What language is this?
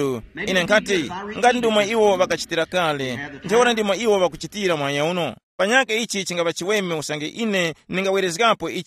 Tumbuka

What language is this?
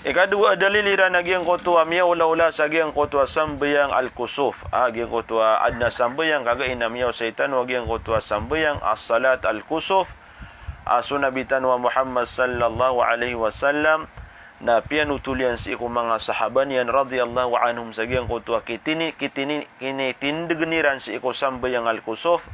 Maranao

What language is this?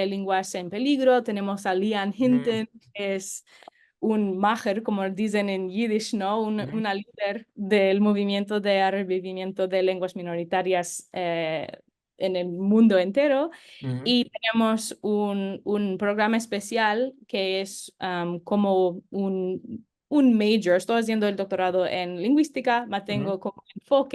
Ladino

